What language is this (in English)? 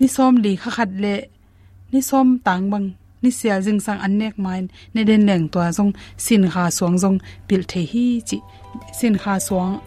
Tedim Chin